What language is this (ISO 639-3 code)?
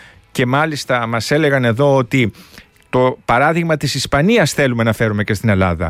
ell